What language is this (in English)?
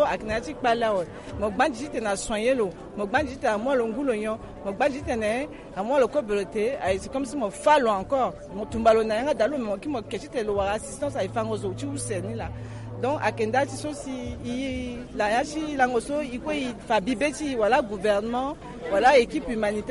Sango